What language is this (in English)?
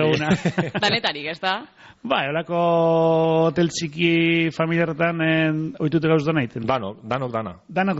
Basque